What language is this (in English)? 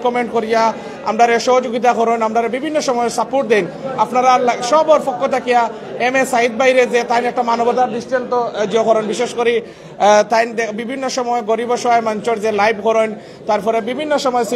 Sylheti